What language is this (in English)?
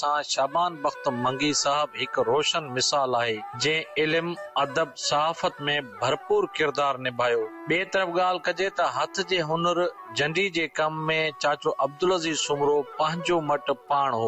Sindhi